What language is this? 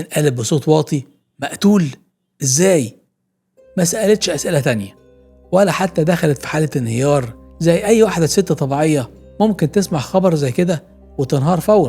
Egyptian Arabic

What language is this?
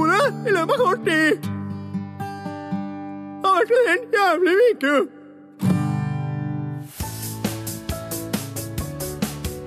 Norwegian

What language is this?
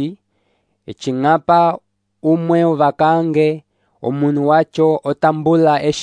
Umbundu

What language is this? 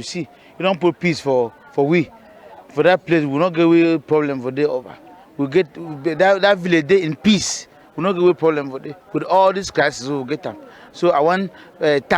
Cameroon Pidgin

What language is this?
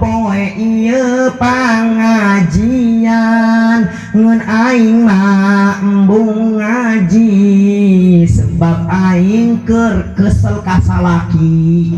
Sundanese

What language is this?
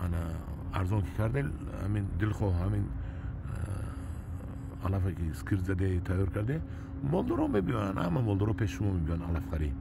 Tajik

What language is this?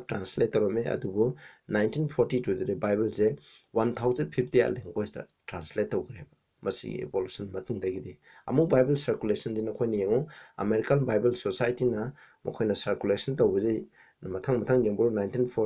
Manipuri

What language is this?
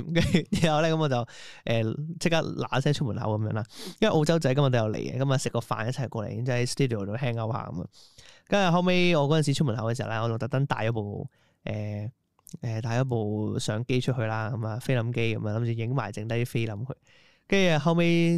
Cantonese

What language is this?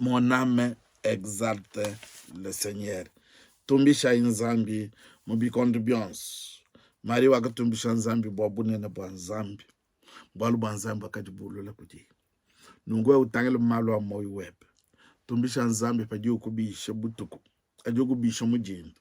Luba-Lulua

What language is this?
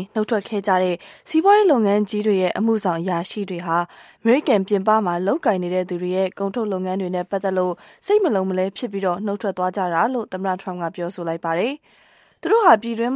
Burmese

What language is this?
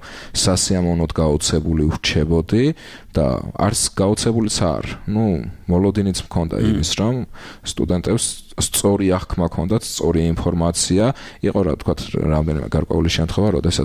Georgian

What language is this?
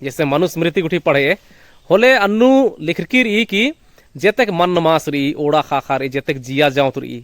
Kurukh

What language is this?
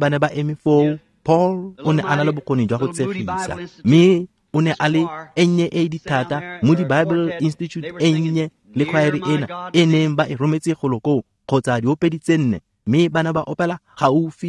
Tswana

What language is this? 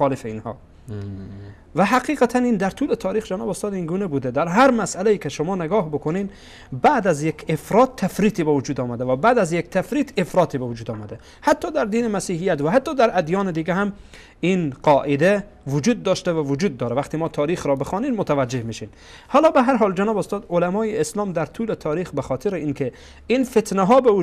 Persian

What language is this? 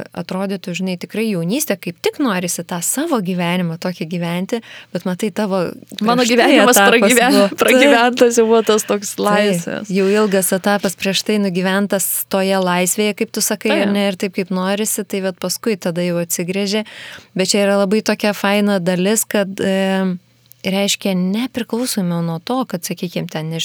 Lithuanian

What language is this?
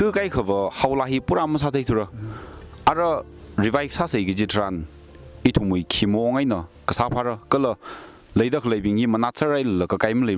Tangkhul Naga (India)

